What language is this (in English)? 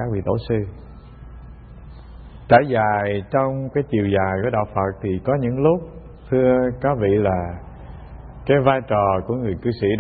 Vietnamese